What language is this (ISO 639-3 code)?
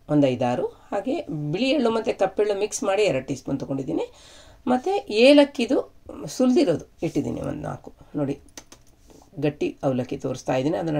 kan